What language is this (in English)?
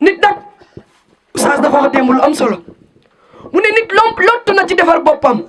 Wolof